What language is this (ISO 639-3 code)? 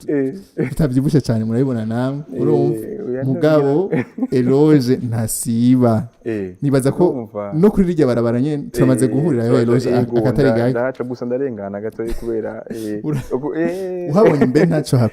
run